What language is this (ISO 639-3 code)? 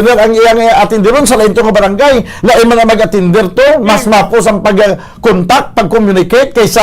hil